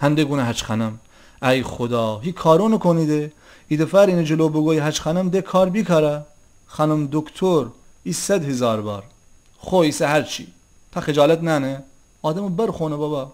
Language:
Gilaki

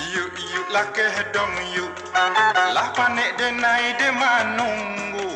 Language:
Minangkabau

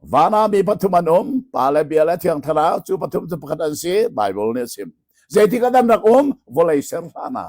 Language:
Hakha Chin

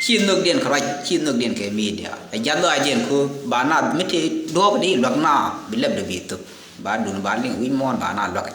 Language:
Nuer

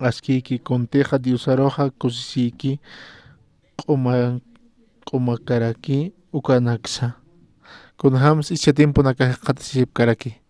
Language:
Aymara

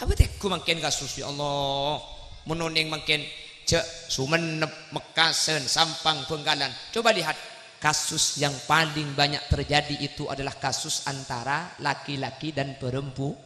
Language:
Madurese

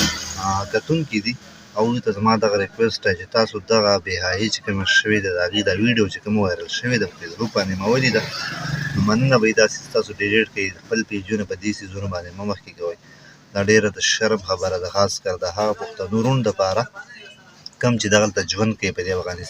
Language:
Pashto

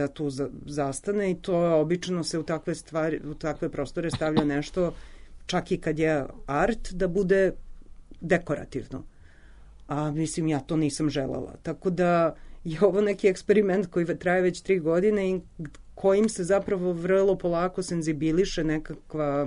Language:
Serbian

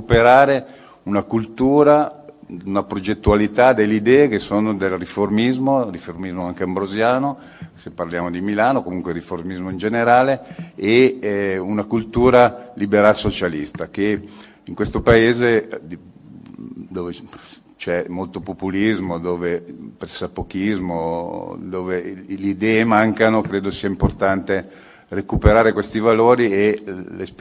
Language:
Italian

